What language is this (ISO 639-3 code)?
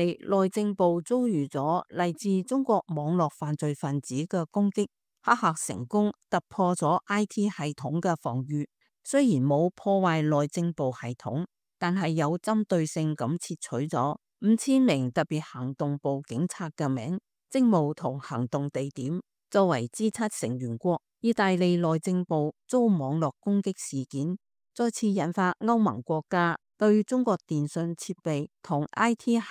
yue